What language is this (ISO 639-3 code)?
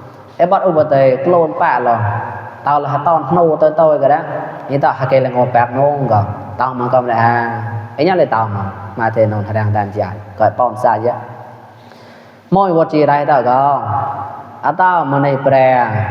mnw